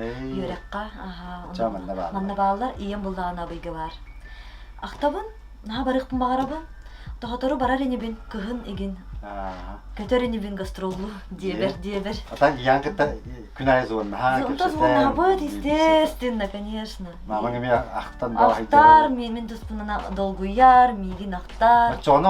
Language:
Yakut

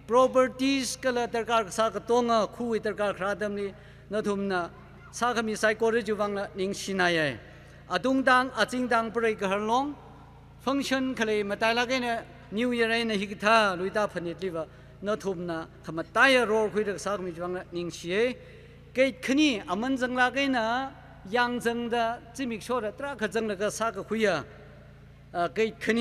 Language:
Tangkhul Naga (India)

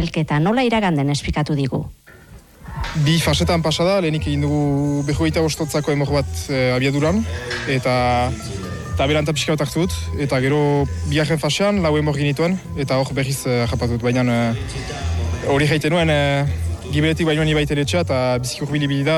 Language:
Basque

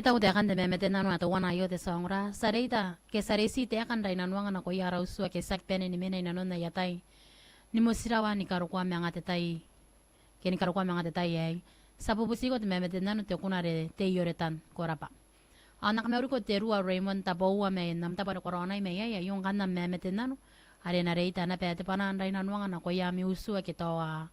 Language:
Gilbertese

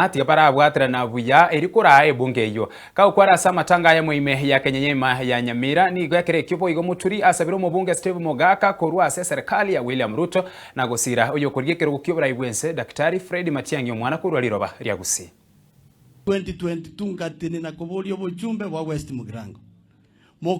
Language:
Gusii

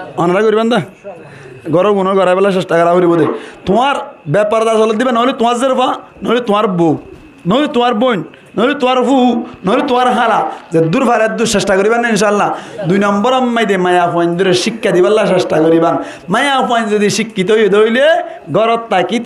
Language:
Rohingya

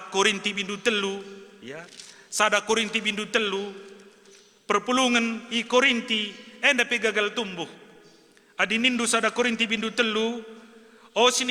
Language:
Batak Karo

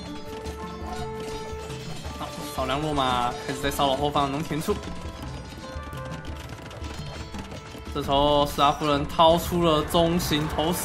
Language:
Chinese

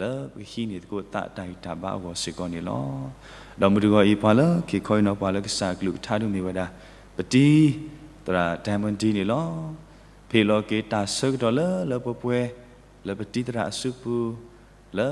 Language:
S'gaw Karen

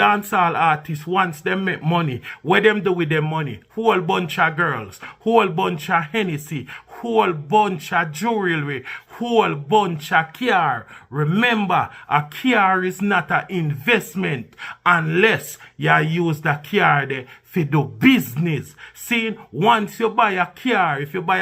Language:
Jamaican Creole English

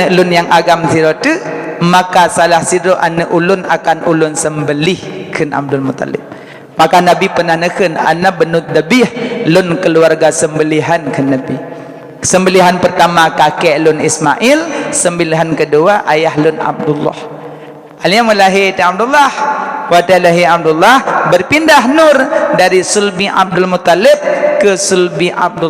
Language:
Achinese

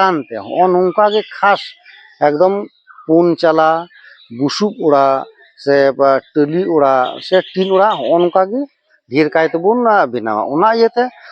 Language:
Santali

